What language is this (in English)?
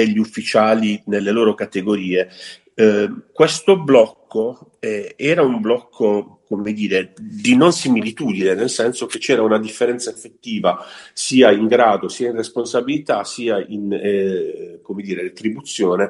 Italian